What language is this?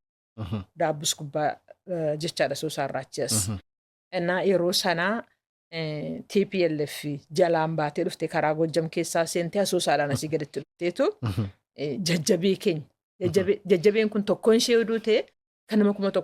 Oromo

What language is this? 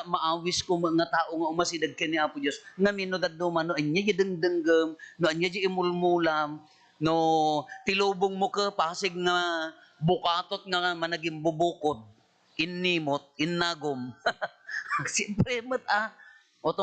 Iloko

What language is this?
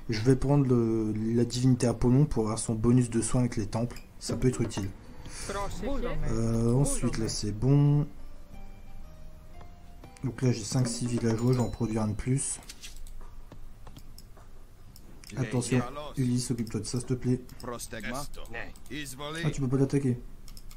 French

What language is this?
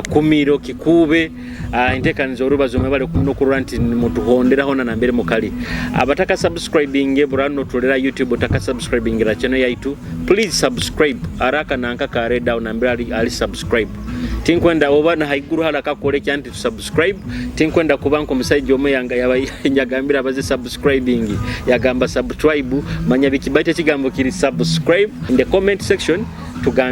Nyoro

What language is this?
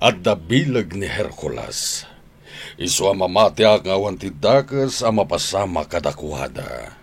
Iloko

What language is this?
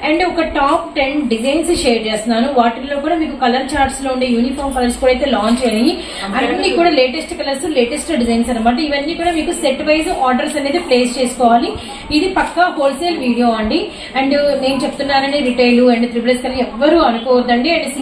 Telugu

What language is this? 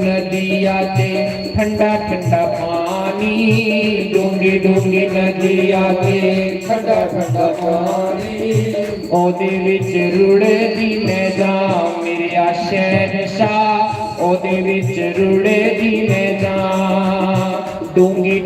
Dogri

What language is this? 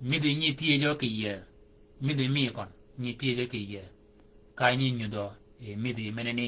Shilluk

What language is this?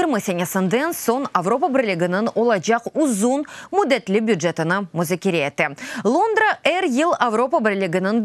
Crimean Tatar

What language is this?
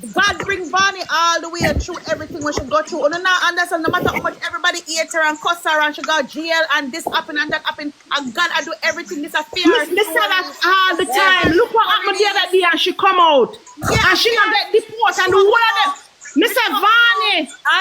Jamaican Creole English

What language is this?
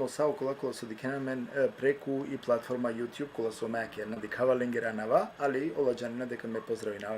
Balkan Romani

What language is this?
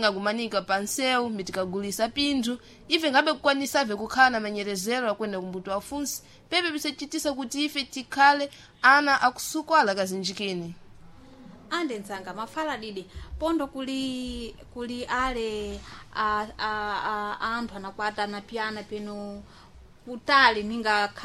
Sena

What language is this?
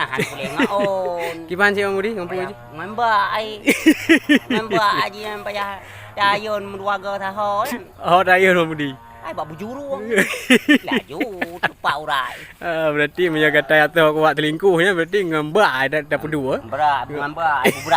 Achinese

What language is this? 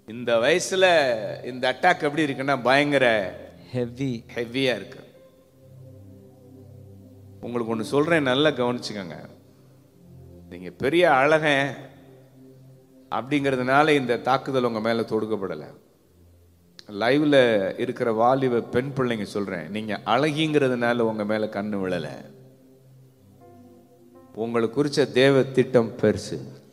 Tamil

